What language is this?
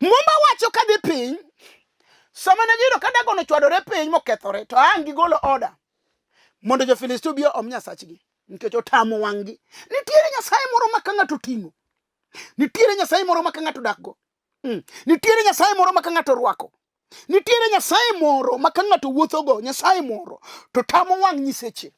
Luo (Kenya and Tanzania)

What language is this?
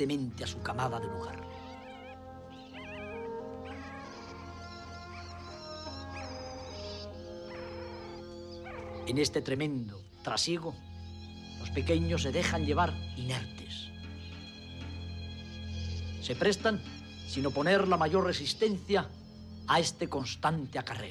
Spanish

